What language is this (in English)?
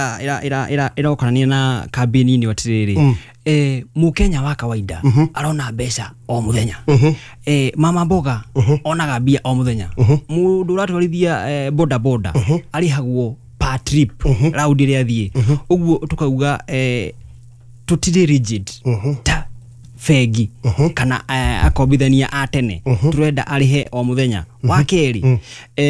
Kikuyu